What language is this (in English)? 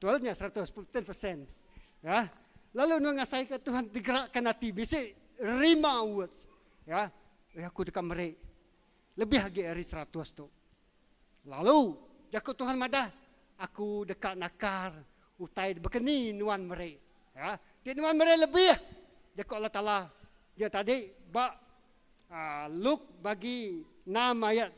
Iban